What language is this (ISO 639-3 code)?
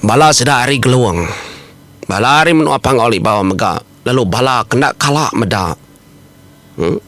iba